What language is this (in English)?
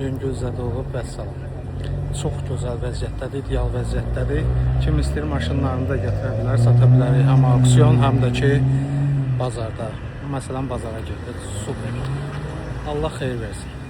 Azerbaijani